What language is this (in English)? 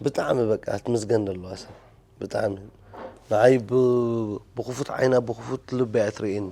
Tigrinya